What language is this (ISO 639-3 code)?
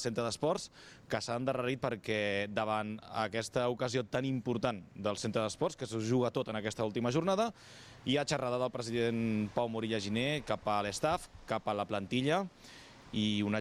cat